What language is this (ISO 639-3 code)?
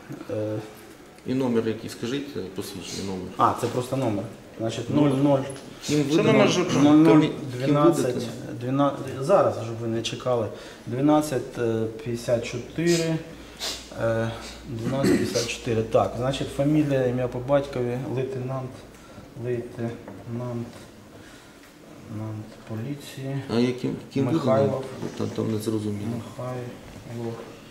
ukr